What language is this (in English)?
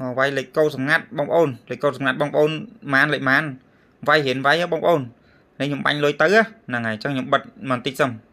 Khmer